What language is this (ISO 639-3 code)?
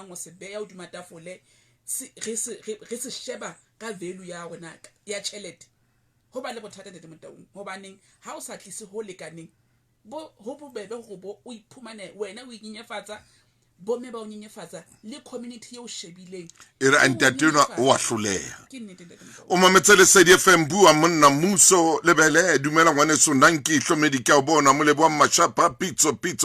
sot